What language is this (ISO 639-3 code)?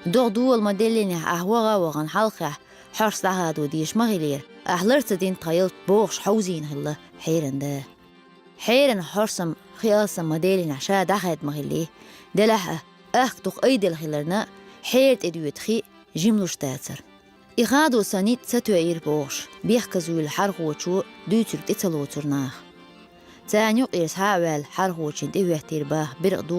che